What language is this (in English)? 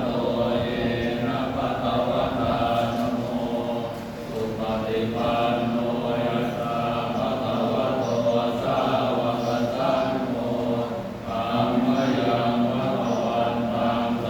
Pali